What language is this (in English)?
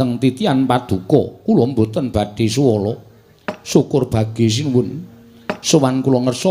Javanese